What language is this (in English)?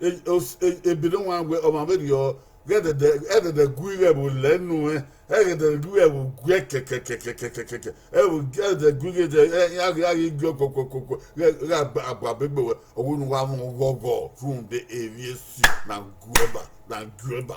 Bini